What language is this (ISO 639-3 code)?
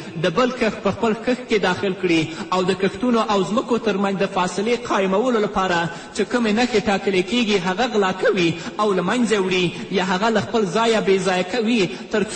pus